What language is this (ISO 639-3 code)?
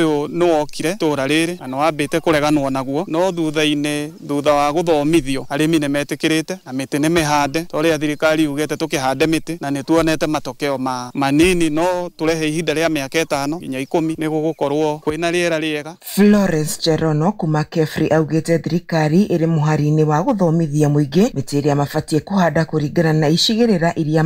kik